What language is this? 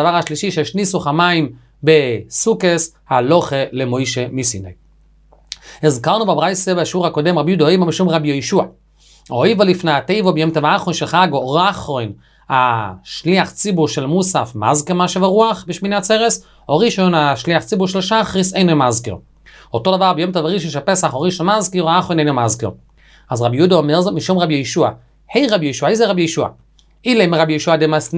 Hebrew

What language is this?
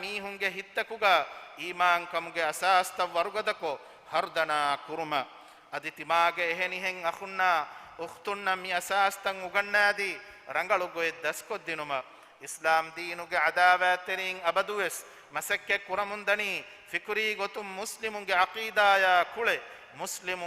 Divehi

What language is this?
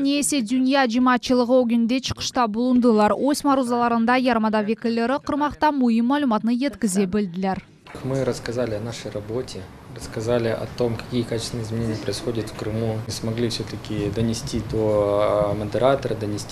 Crimean Tatar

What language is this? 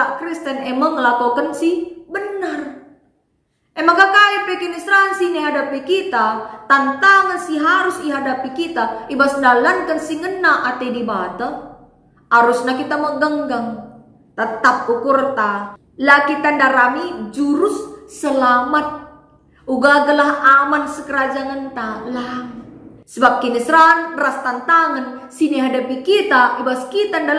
Batak Karo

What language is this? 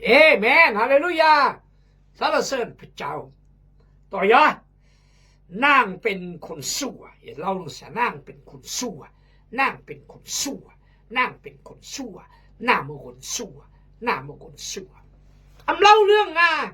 Khmu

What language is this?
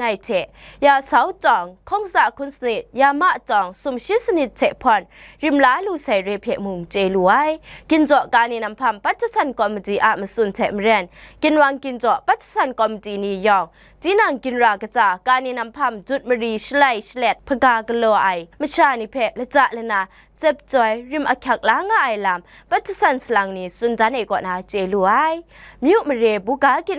Kachin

